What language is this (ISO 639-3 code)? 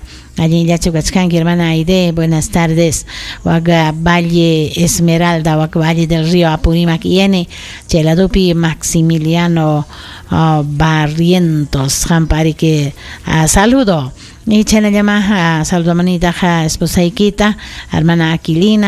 quy